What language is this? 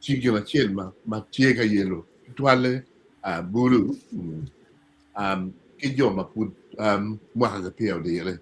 Acoli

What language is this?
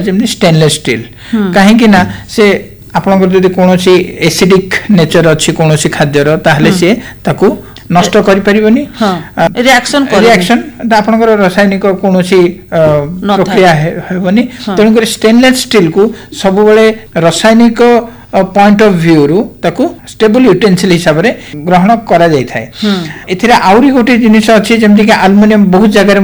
Odia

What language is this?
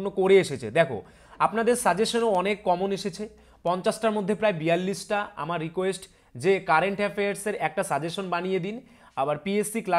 Bangla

